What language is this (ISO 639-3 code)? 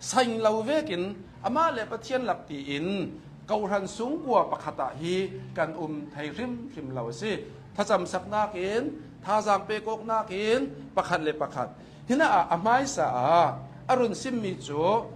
cnh